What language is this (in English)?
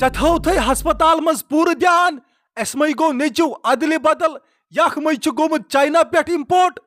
Kashmiri